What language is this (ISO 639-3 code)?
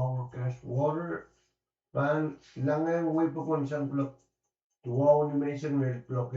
pon